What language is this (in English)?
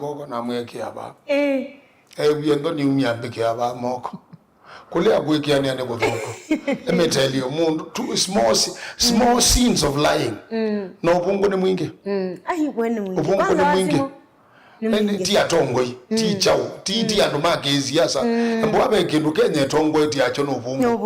Kamba